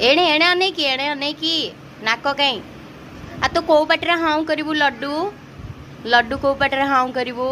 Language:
Odia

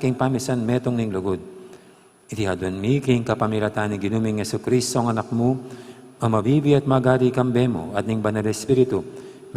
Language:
Pampanga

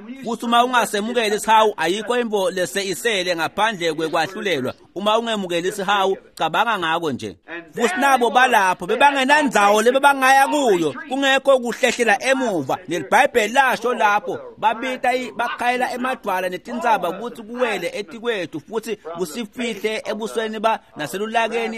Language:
Swati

